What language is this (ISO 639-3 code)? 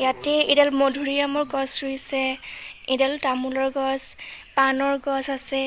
asm